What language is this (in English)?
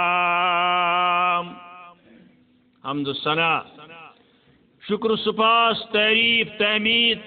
Kashmiri